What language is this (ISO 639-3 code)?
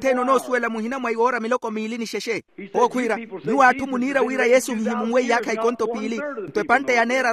vmw